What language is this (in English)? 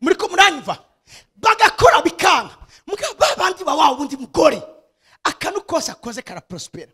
Rundi